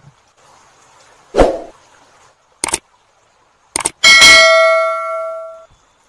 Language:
Indonesian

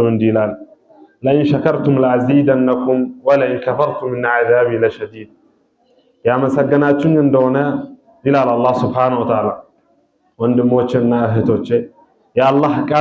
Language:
Amharic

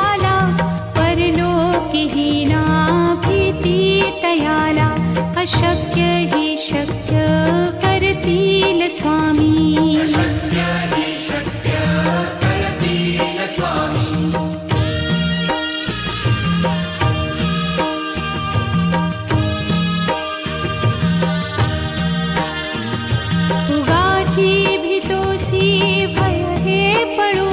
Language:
Marathi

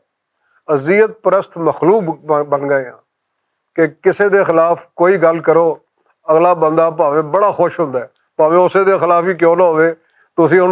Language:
Western Panjabi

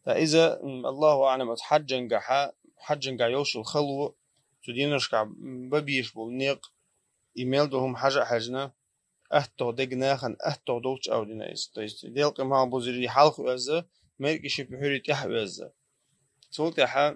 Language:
Chechen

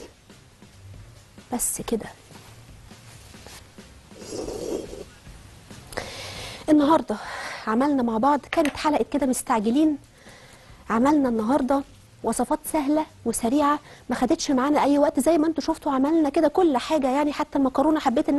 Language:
Egyptian Arabic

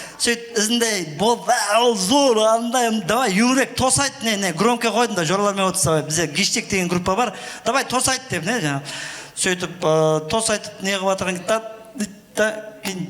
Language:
Kara-Kalpak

